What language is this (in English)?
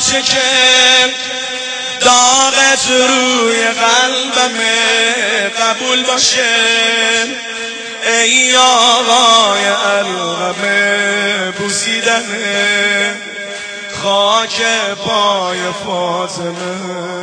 Persian